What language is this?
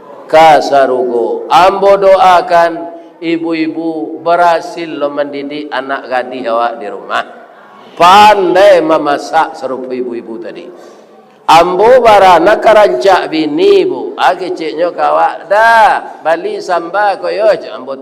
Minangkabau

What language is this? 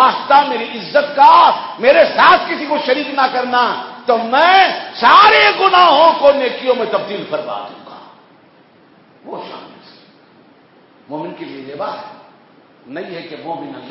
Urdu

